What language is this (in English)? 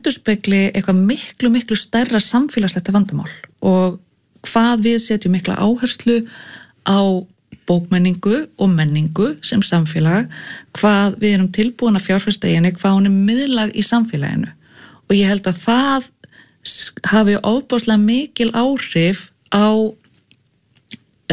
Icelandic